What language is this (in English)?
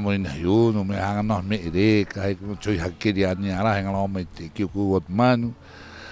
Rapanui